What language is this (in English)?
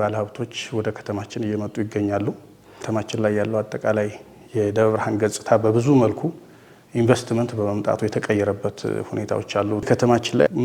Amharic